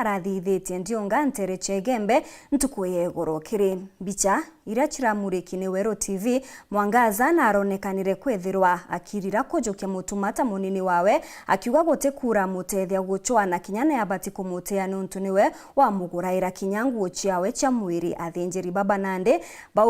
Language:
Meru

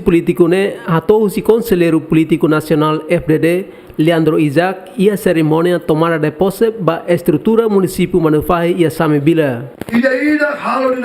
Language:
Tetum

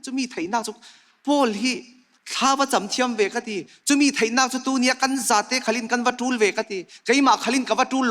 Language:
Falam Chin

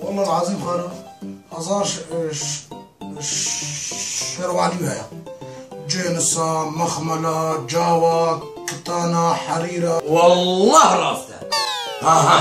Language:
Kurdish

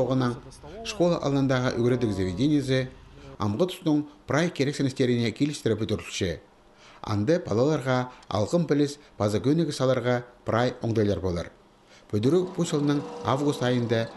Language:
Khakas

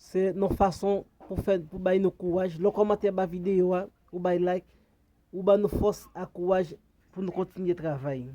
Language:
Haitian Creole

